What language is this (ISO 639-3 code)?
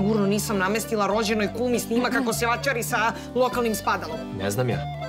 srp